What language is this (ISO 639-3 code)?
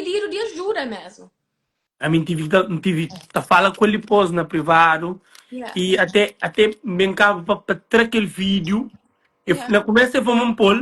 kea